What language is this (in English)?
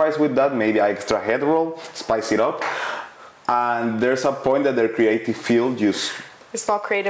English